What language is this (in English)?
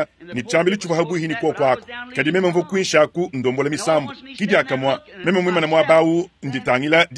Luba-Lulua